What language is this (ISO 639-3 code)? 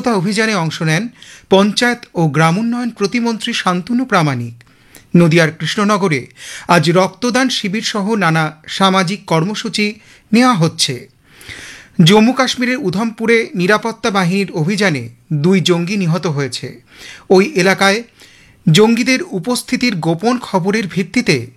ben